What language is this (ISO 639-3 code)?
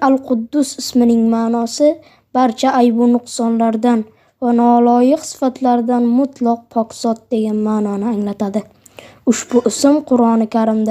uzb